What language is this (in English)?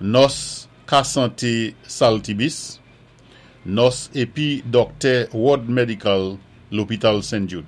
Saint Lucian Creole French